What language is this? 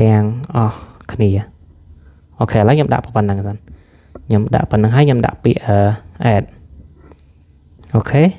Khmer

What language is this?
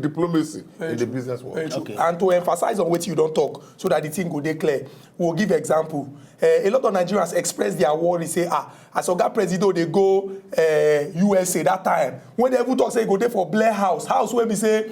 Nigerian Pidgin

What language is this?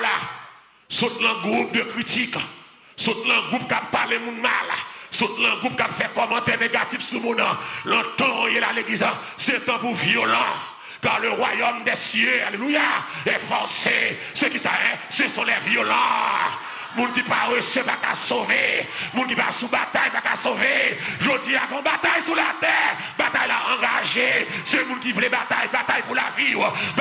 Haitian Creole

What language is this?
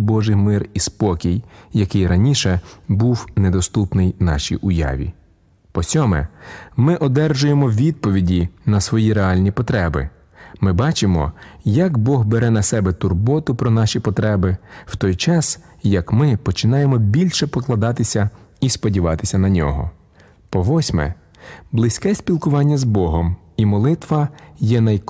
Ukrainian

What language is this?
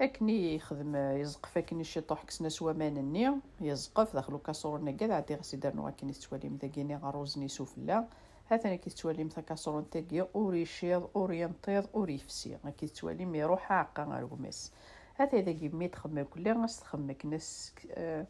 Kabyle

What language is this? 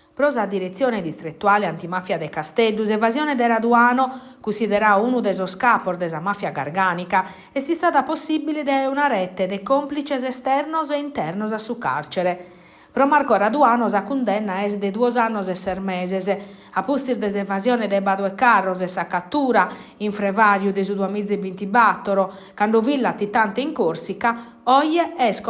Sardinian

